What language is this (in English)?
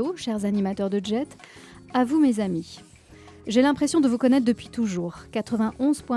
French